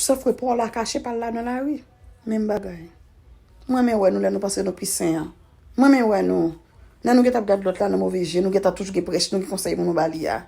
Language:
Haitian Creole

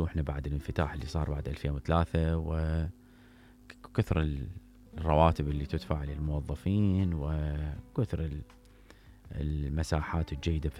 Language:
Mesopotamian Arabic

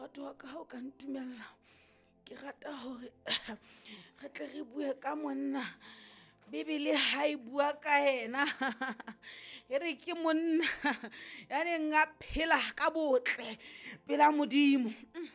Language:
Southern Sotho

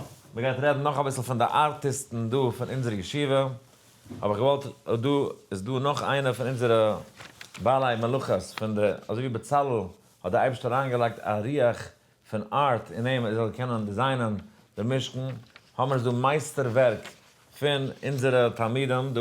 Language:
Yiddish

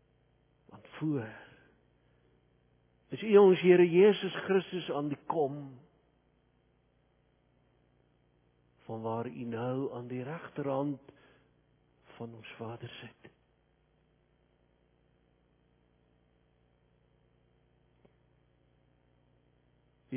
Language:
Afrikaans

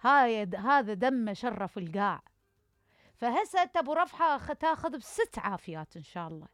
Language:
Mesopotamian Arabic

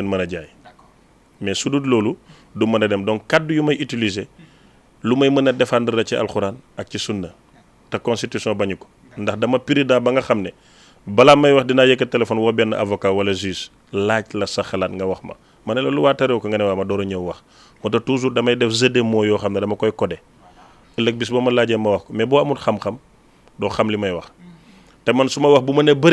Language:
Wolof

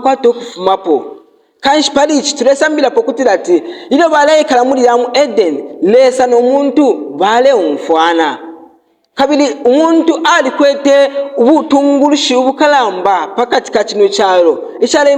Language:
Bemba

